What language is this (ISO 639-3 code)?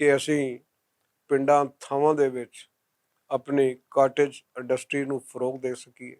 lah